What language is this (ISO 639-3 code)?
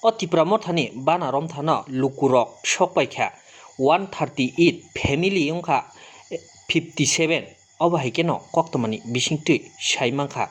trp